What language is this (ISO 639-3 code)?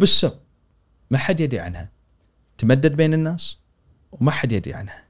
afb